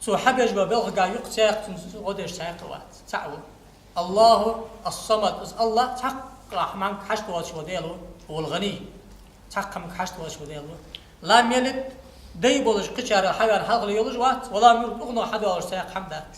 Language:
Ingush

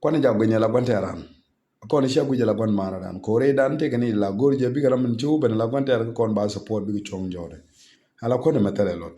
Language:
Nuer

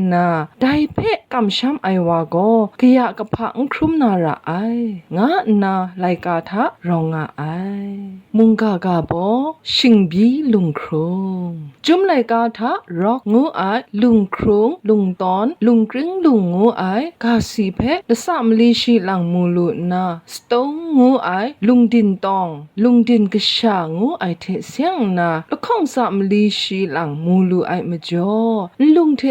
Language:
Kachin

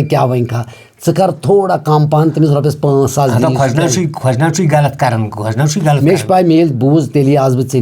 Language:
Kashmiri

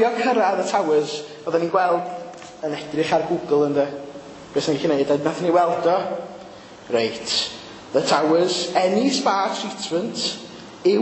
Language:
Welsh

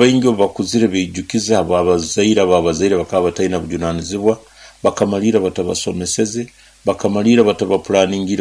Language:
Nyoro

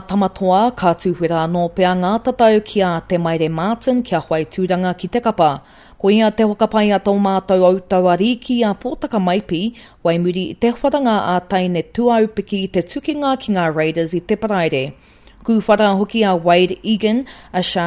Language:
Māori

